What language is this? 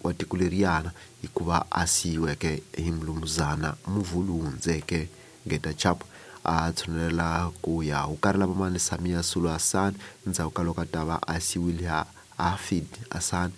Tsonga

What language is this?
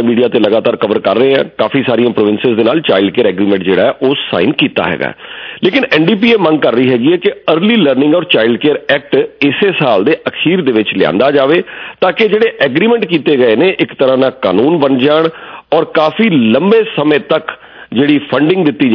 Punjabi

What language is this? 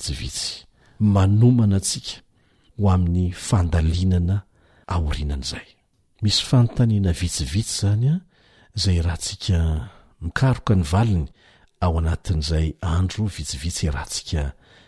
Malagasy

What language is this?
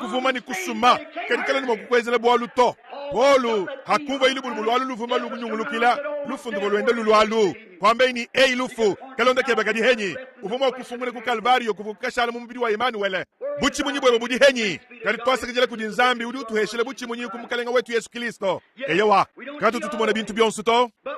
Luba-Lulua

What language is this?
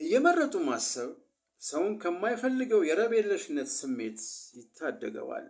Amharic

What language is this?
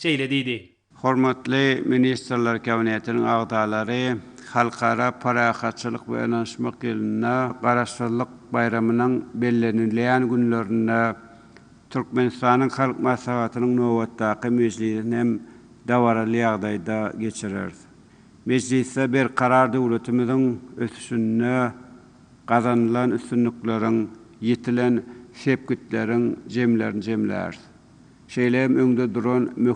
Turkmen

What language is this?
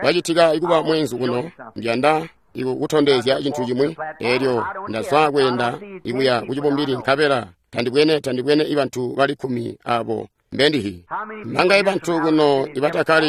Tonga (Zambia)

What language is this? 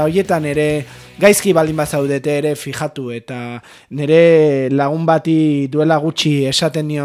Basque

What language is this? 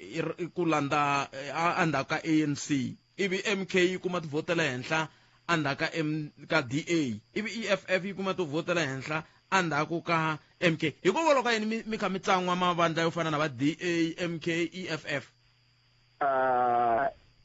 Tsonga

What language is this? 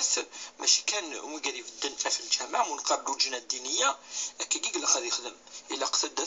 Kabyle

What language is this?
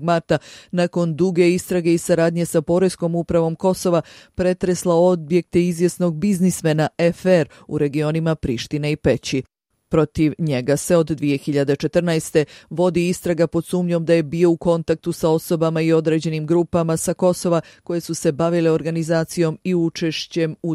Bosnian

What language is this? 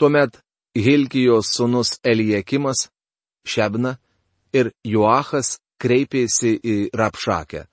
Lithuanian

